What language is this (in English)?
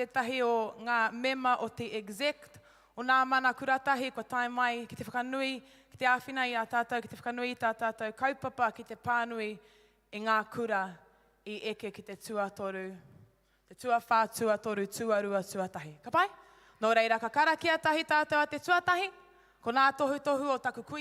Māori